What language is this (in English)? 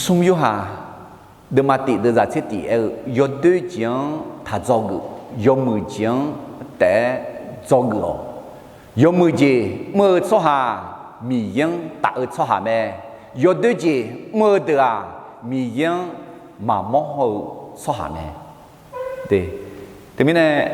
Akha